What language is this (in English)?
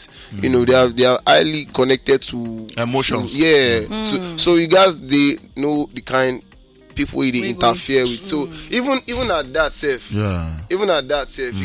Nigerian Pidgin